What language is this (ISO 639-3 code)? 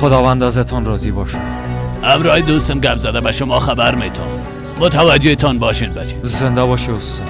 fas